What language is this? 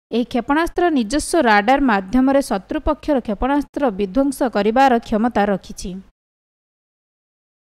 Odia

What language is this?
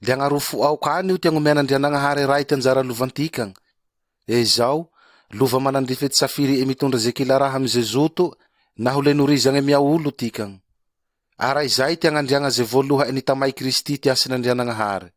Malagasy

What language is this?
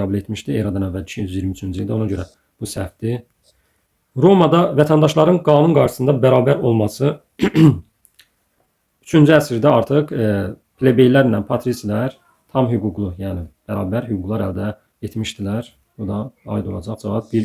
Azerbaijani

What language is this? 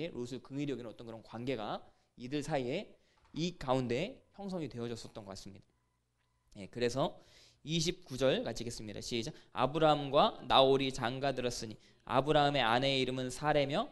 Korean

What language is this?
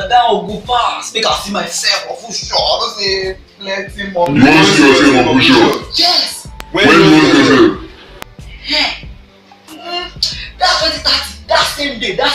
Nigerian Pidgin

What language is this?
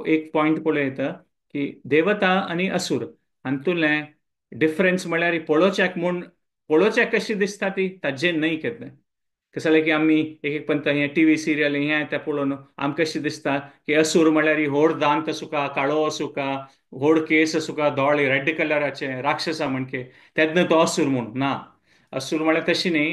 Konkani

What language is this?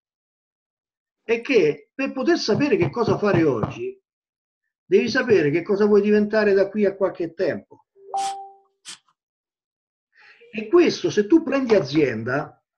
Italian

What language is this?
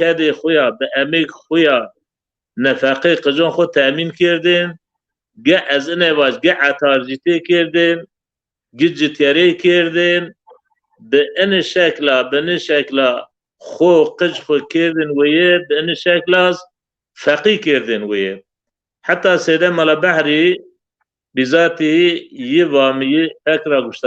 Zaza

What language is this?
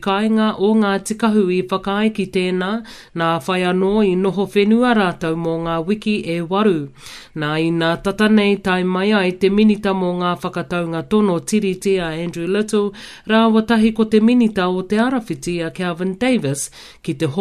Māori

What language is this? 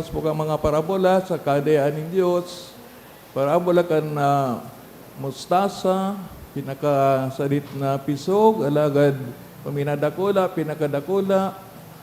Bikol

